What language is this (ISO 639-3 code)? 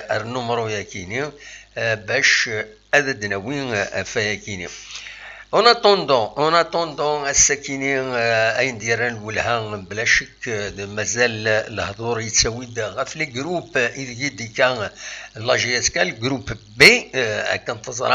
kab